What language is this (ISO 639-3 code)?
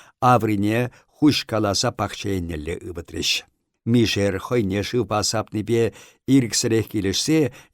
chv